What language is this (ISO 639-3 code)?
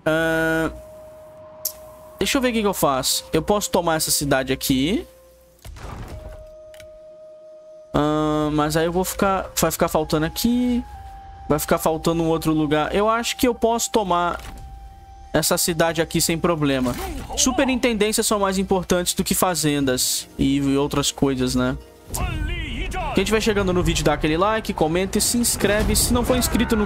por